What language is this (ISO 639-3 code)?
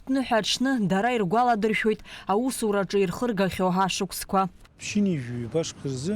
abk